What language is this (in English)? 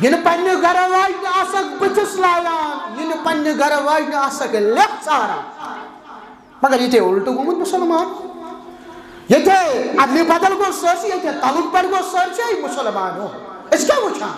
Kashmiri